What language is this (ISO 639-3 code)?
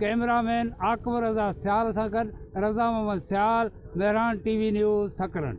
snd